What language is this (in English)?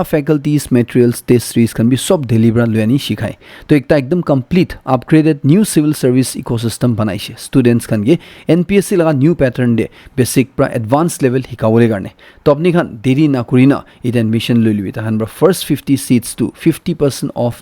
Naga Pidgin